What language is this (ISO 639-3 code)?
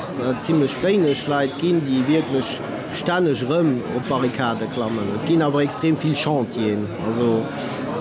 ltz